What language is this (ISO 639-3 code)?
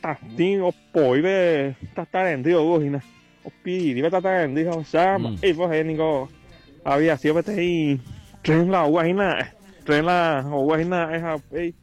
grn